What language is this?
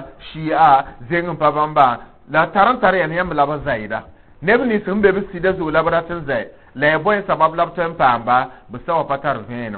Mossi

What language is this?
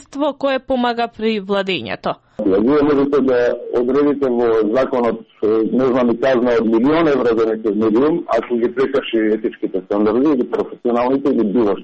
Macedonian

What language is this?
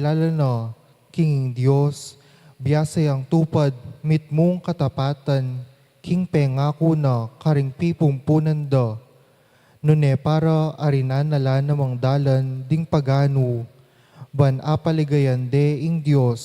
Pampanga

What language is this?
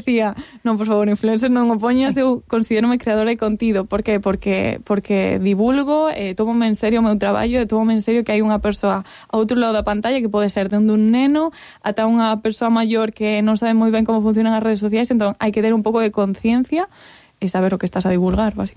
Galician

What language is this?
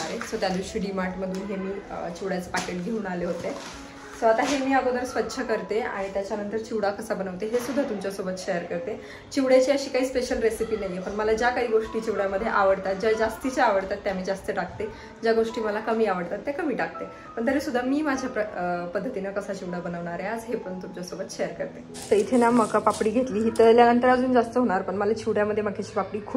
Marathi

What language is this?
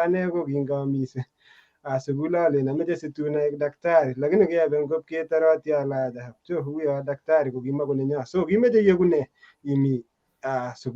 Kalenjin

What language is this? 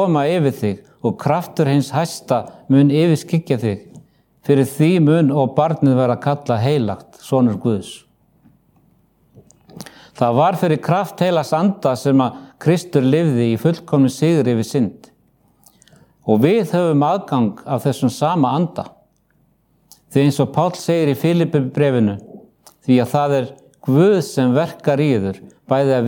Icelandic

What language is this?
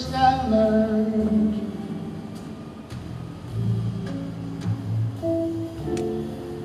English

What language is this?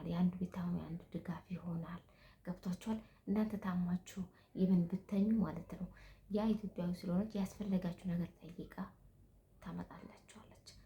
Amharic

